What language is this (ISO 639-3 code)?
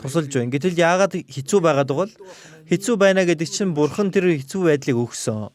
mon